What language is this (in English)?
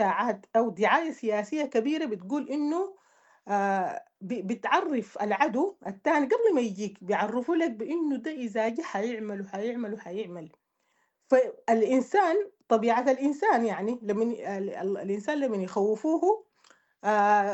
Sudanese Arabic